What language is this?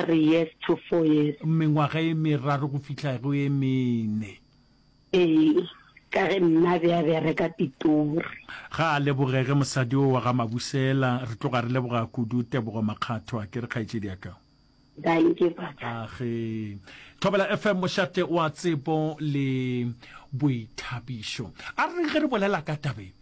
Northern Sotho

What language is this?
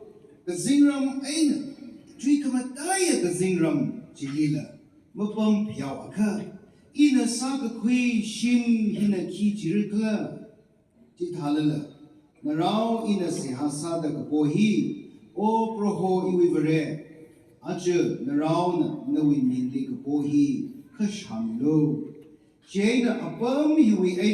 Tangkhul Naga (India)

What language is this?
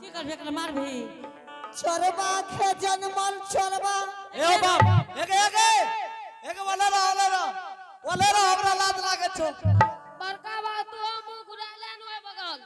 Angika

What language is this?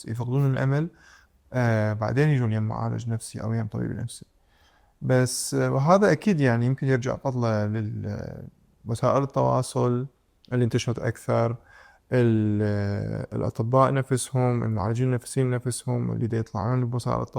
Mesopotamian Arabic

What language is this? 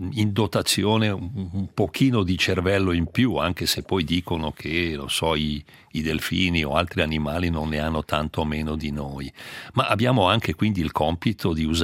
Italian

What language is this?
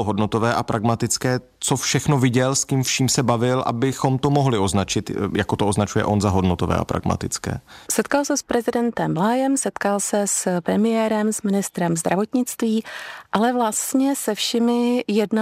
Czech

